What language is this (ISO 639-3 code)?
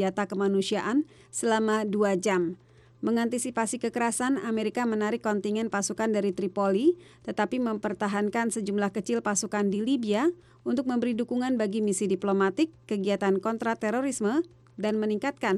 ind